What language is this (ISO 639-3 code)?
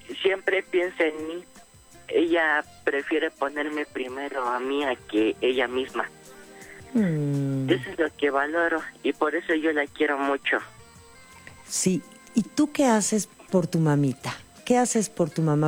spa